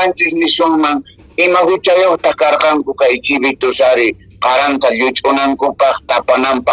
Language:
Quechua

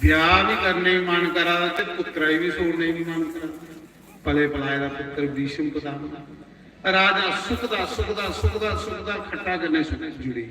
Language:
Dogri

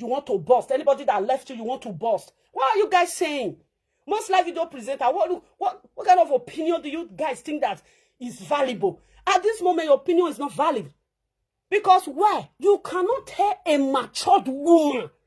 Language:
Nigerian Pidgin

